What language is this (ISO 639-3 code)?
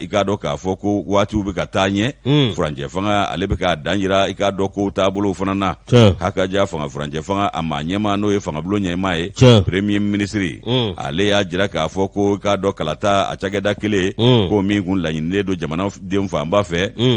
bam